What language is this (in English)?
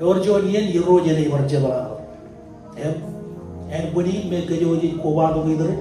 Marshallese